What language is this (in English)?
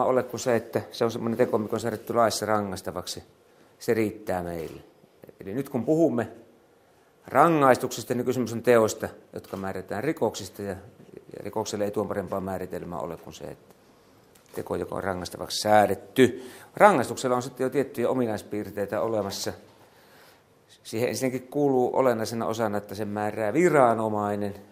Finnish